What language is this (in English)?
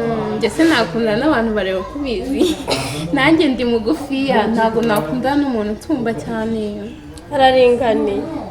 Kinyarwanda